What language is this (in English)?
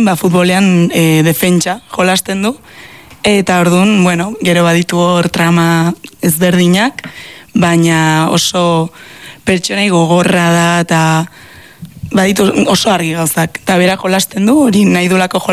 Basque